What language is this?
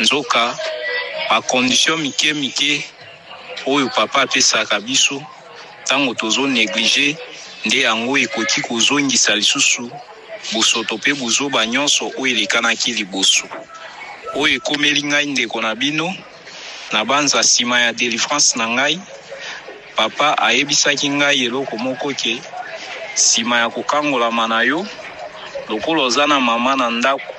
Lingala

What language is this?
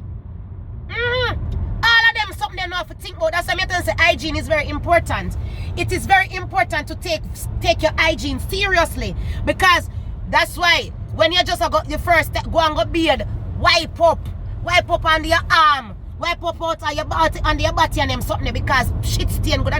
Jamaican Creole English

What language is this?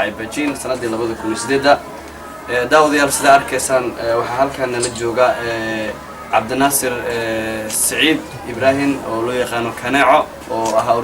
Somali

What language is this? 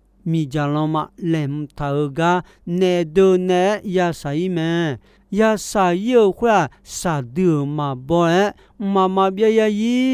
Akha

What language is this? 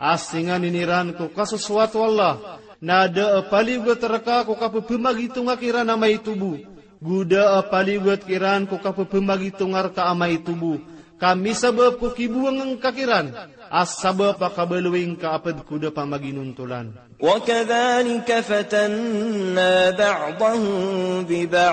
Maranao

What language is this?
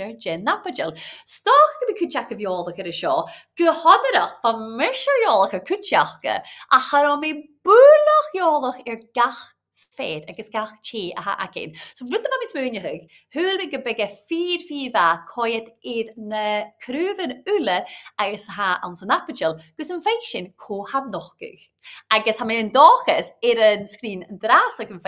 Scottish Gaelic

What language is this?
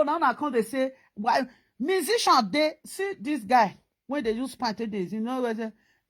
Nigerian Pidgin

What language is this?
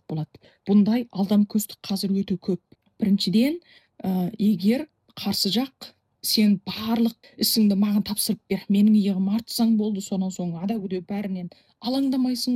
Kazakh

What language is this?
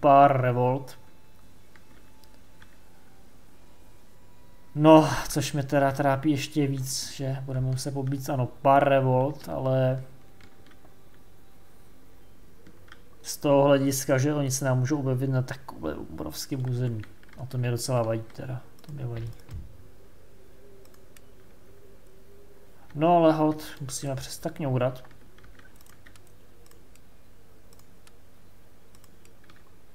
Czech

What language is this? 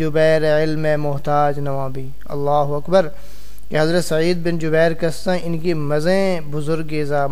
Saraiki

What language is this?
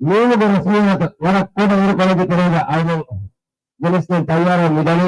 Divehi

